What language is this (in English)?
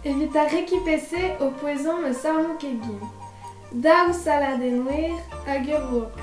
Breton